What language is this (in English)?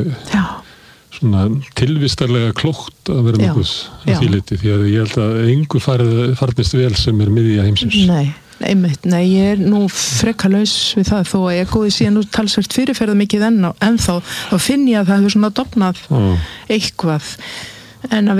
Icelandic